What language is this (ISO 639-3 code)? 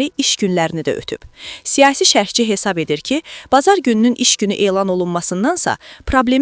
aze